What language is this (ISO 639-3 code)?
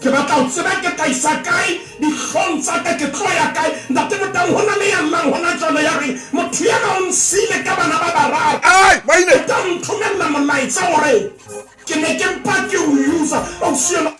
sot